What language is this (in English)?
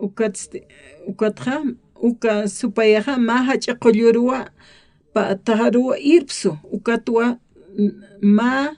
Aymara